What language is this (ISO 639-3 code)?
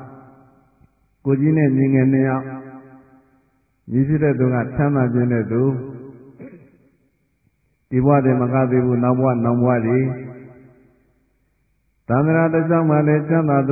mya